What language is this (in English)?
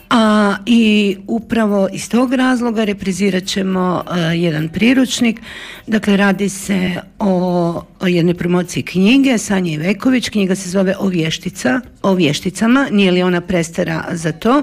Croatian